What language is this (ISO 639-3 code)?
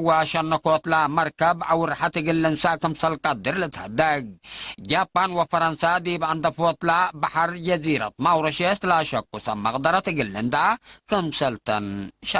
tig